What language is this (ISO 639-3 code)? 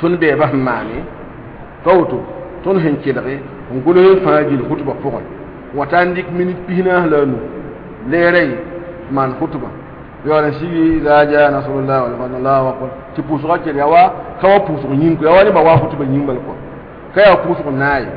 mos